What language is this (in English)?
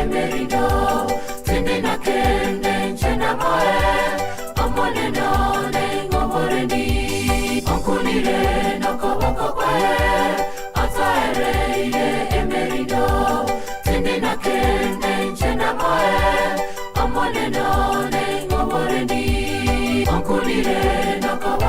Gusii